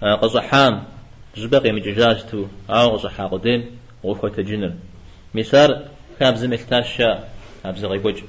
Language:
Kabardian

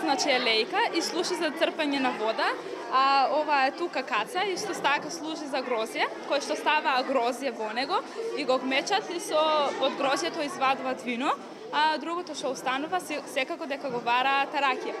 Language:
Macedonian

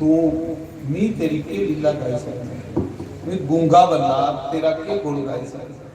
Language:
Dogri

